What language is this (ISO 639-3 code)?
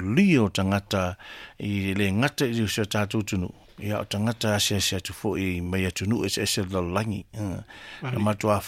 smo